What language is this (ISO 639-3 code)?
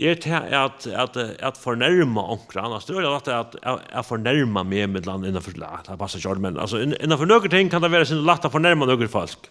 fao